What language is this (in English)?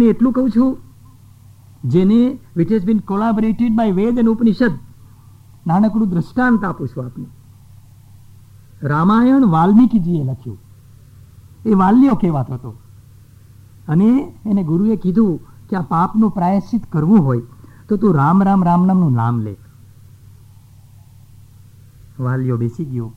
Gujarati